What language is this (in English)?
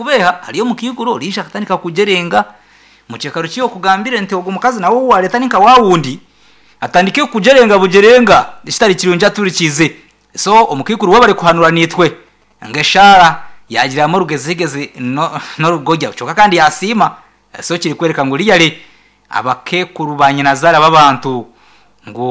Nyankole